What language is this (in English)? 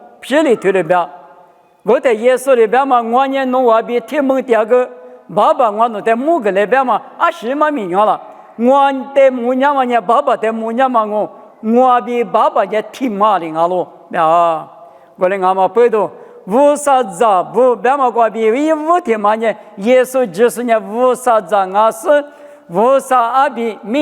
Lisu